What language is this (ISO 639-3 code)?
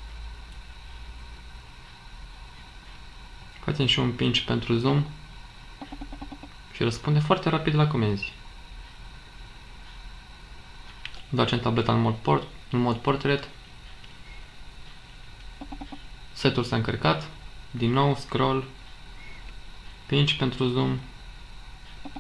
ron